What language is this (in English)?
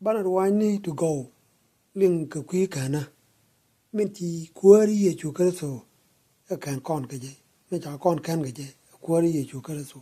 Nuer